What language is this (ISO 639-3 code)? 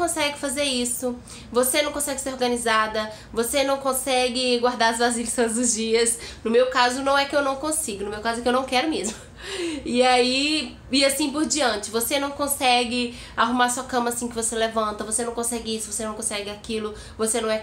por